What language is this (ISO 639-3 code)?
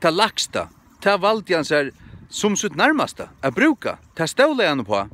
fao